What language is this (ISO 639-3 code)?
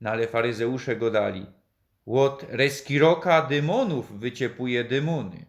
szl